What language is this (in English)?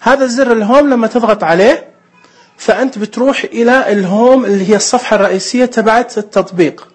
Najdi Arabic